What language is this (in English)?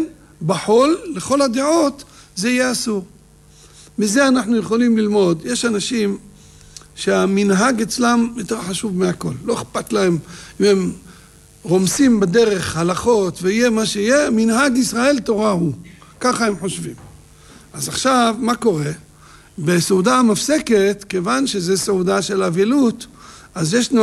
Hebrew